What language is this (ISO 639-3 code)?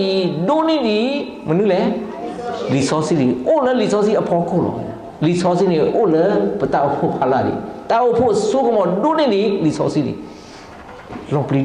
ksw